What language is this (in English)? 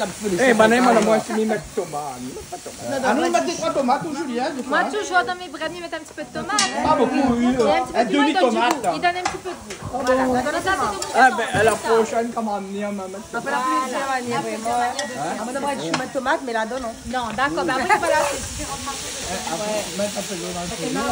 Réunion Creole French